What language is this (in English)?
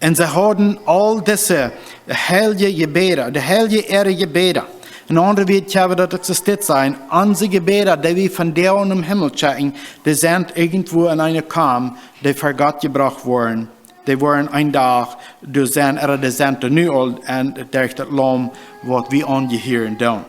Plautdietsch